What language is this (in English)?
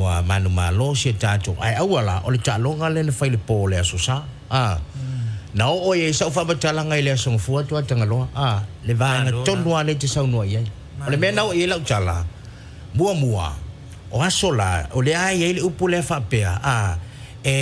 Samoan